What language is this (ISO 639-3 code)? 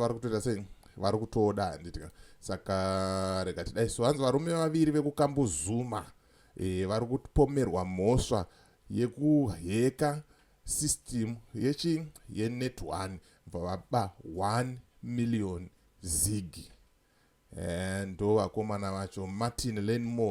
sna